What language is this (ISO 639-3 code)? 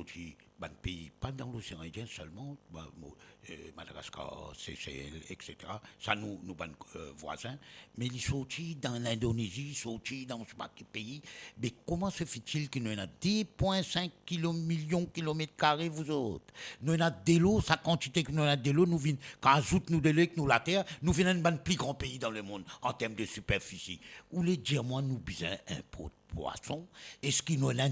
mfe